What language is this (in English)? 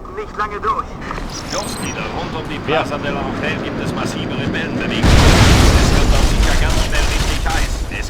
Bavarian